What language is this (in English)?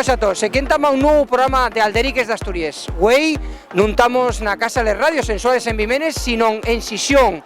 Asturian